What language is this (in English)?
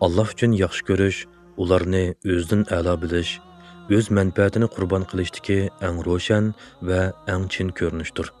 Uyghur